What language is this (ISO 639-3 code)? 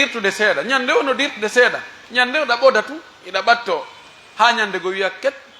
fuf